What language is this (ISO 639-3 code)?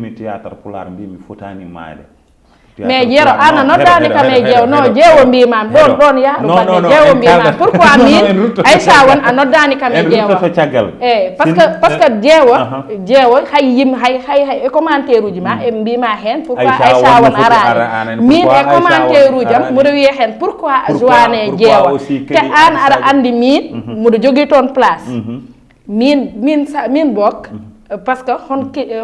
ful